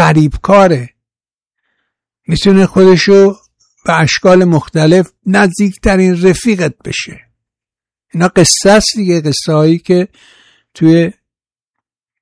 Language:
Persian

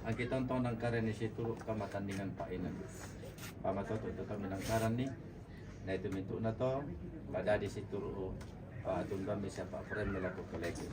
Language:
Toraja-Sa'dan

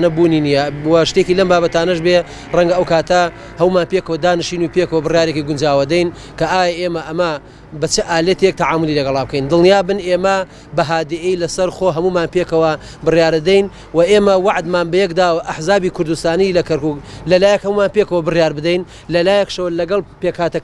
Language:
Central Kurdish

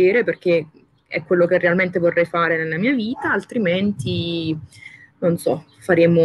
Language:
Italian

